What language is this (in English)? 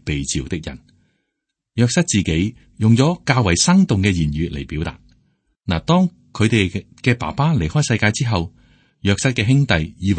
Cantonese